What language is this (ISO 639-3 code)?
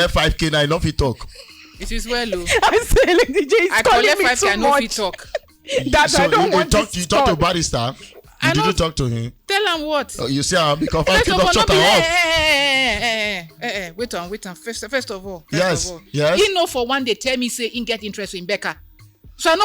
pcm